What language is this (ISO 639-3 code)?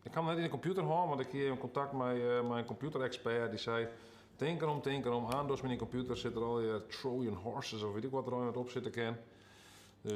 fry